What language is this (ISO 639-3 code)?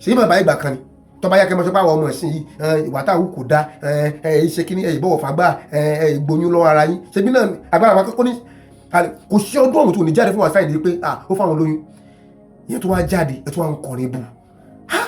yor